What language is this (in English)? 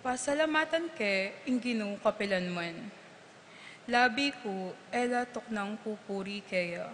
Pampanga